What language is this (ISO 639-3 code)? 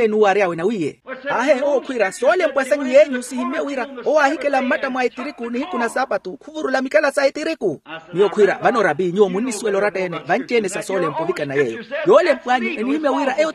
vmw